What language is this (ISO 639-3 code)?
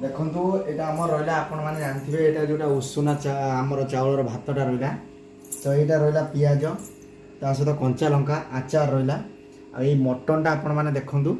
ori